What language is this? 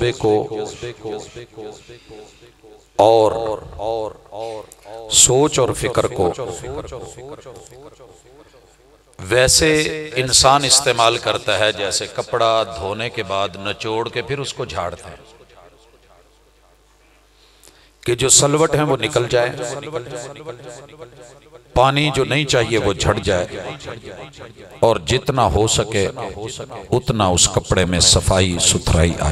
Urdu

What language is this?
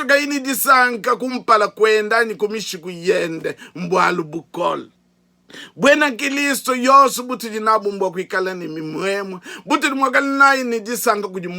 Luba-Lulua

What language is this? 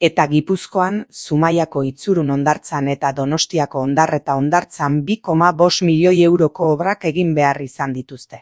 Basque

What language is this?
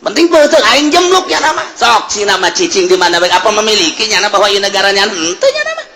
Sundanese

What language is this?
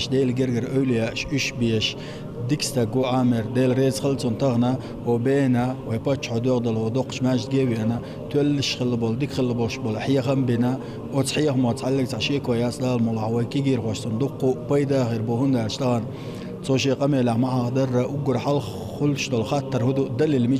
Chechen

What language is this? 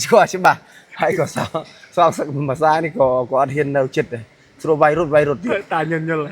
Khmer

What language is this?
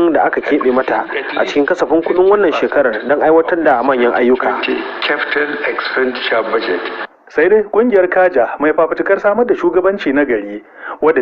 Hausa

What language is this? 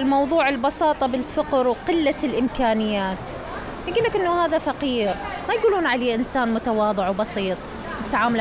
Mesopotamian Arabic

